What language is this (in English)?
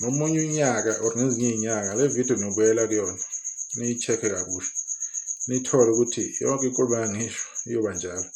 Zulu